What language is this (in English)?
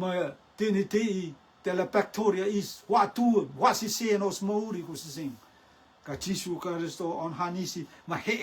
Rotuman